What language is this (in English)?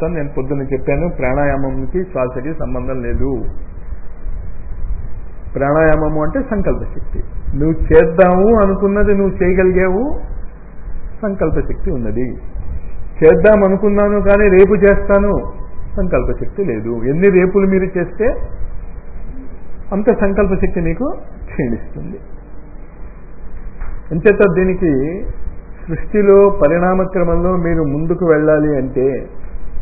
Telugu